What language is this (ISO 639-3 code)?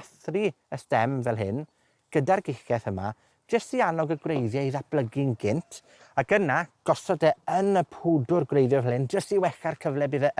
cym